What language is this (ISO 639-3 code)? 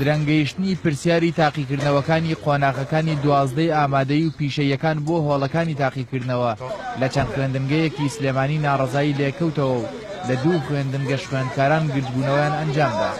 ckb